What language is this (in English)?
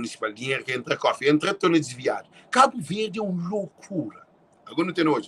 Kabuverdianu